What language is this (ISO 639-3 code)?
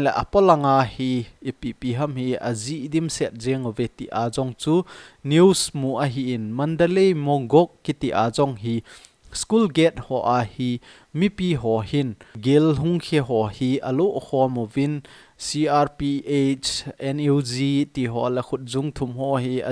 tcz